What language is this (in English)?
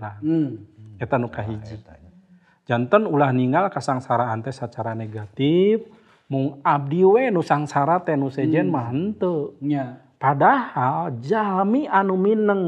Sundanese